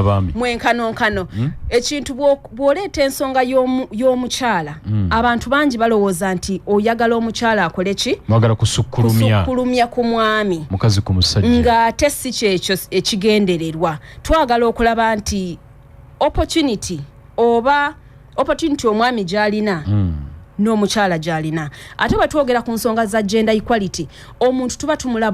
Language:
Ganda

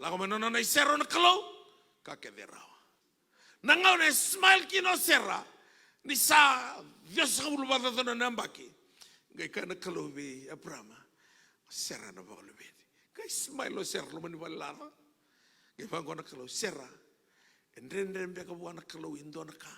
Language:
Fijian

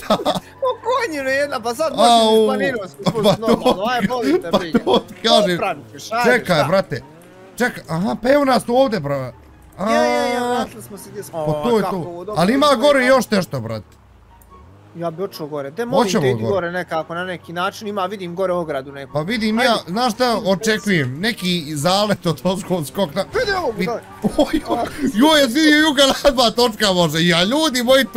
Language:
Bosnian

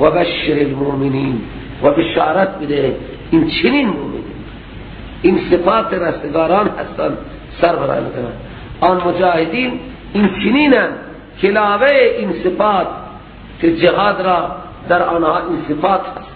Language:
Persian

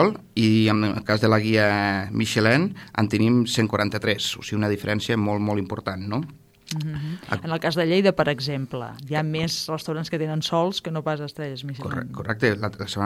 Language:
Catalan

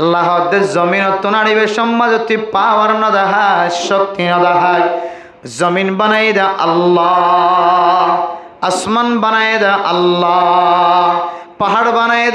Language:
Rohingya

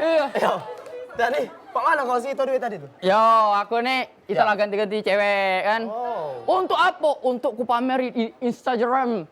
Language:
Musi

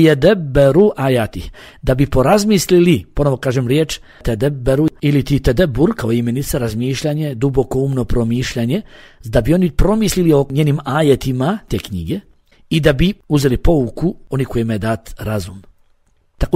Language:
Bosnian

